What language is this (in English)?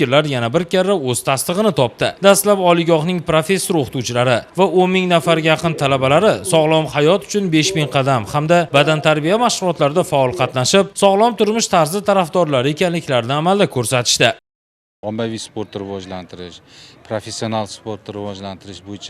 Uzbek